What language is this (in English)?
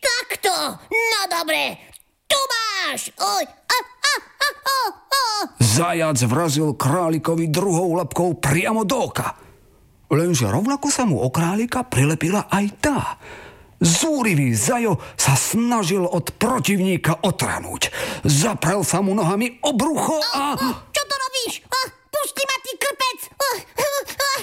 Slovak